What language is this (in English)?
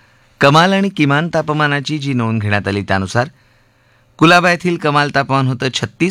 Marathi